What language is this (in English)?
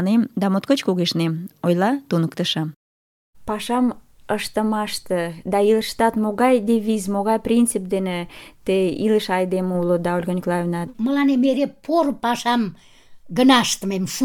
Mari